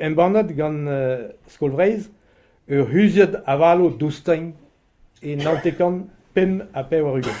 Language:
Breton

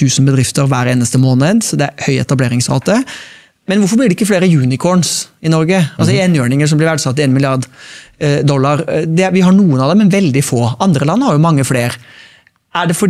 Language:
Norwegian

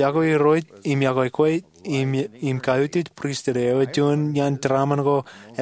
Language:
Marshallese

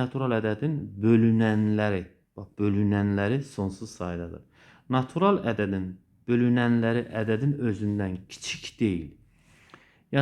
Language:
Azerbaijani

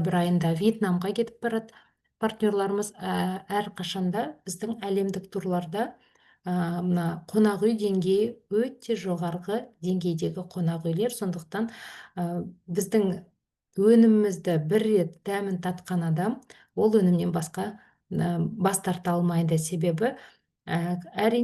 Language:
Kazakh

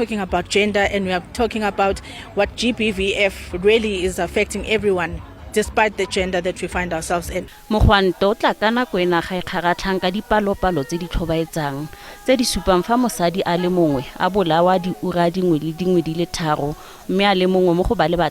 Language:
Tswana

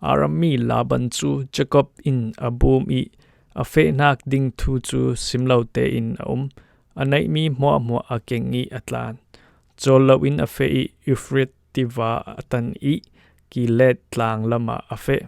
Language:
Falam Chin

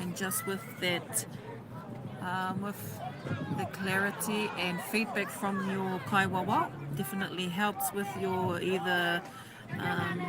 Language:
Māori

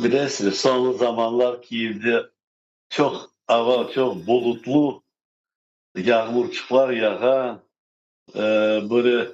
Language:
Crimean Tatar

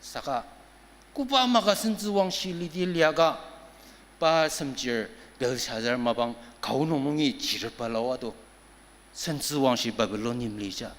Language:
Ao Naga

